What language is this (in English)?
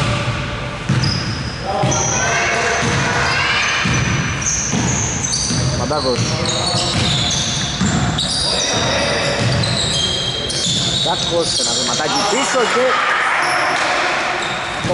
Greek